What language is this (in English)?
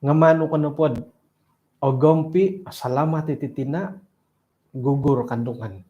Central Dusun